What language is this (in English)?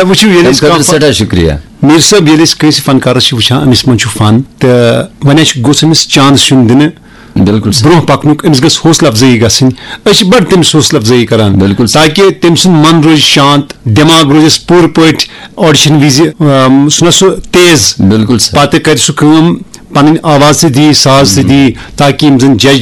Kashmiri